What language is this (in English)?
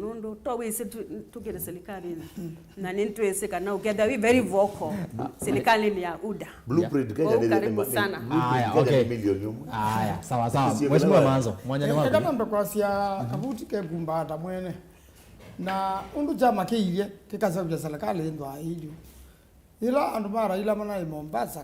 Kamba